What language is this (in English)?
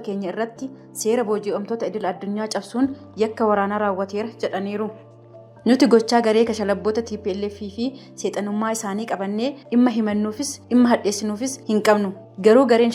Oromo